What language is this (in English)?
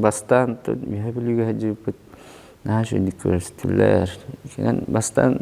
Yakut